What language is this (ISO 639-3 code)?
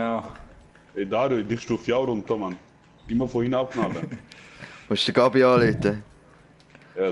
gsw